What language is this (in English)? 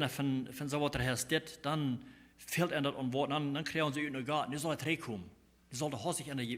Plautdietsch